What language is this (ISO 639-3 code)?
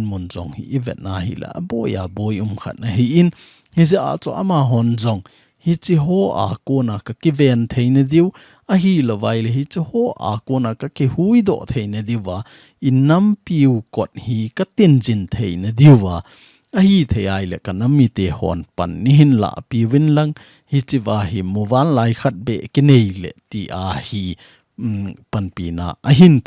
tcz